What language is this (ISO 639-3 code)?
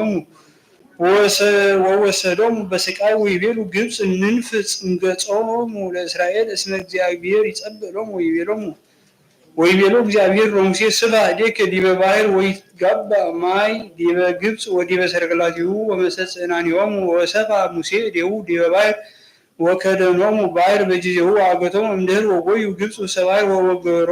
gez